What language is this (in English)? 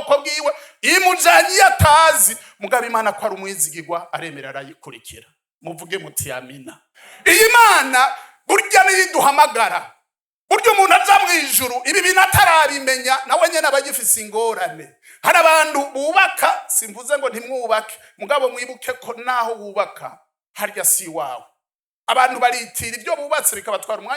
Rundi